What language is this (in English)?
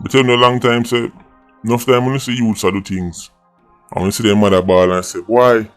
Jamaican Creole English